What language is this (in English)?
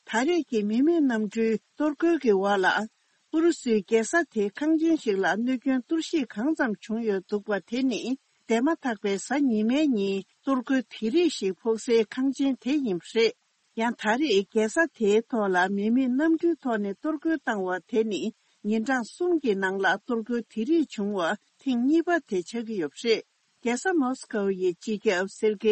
Tibetan